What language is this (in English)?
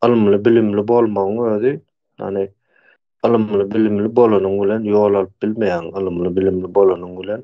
Turkmen